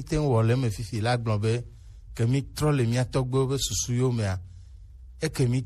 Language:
Gen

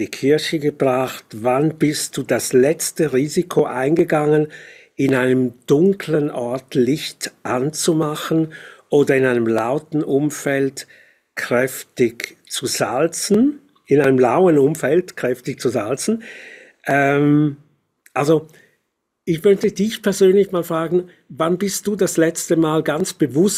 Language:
Swiss German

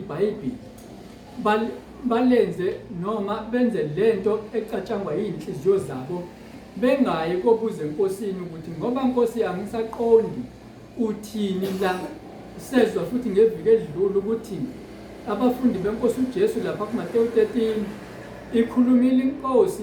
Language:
Zulu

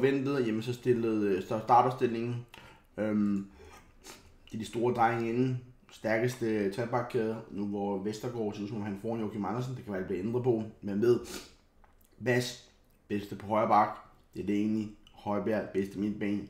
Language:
Danish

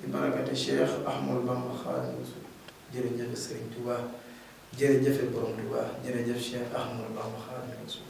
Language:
Wolof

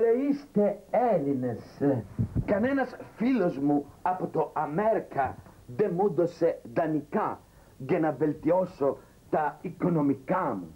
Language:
Greek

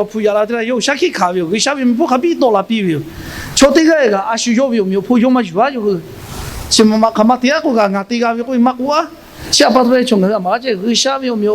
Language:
Lahu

